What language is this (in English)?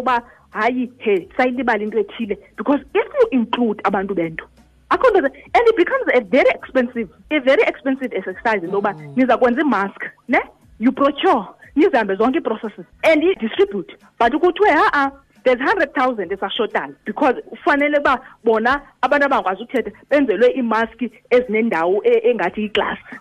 Xhosa